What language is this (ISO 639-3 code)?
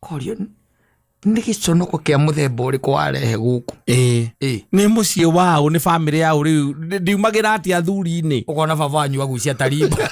kik